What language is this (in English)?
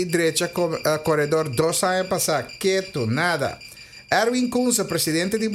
Papiamento